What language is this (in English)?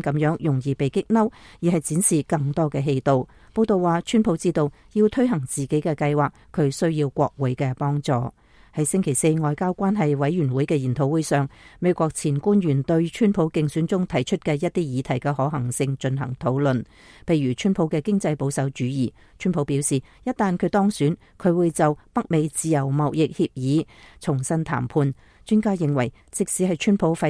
Cantonese